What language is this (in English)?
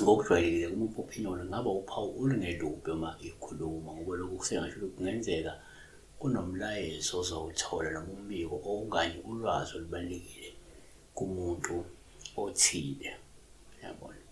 Zulu